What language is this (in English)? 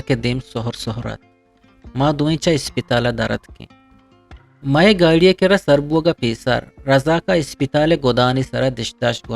Eastern Balochi